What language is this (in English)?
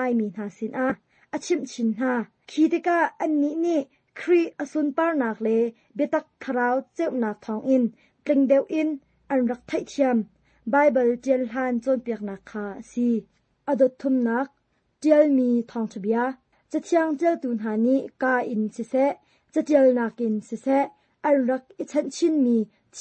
Hakha Chin